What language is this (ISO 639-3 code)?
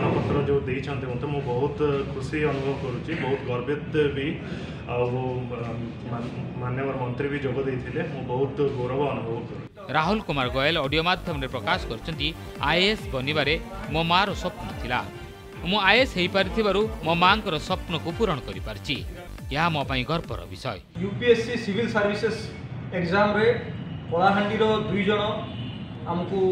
ori